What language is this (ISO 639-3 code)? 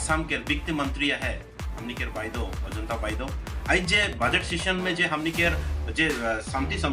sck